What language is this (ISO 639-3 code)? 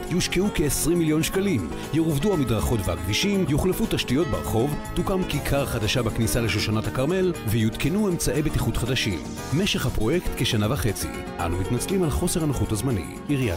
heb